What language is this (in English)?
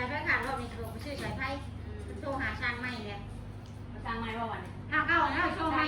Northeastern Thai